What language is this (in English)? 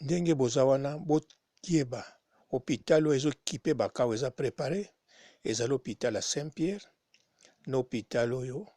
Lingala